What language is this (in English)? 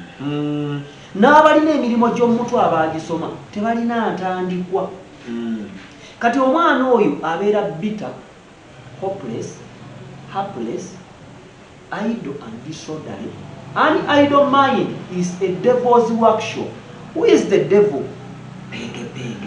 Ganda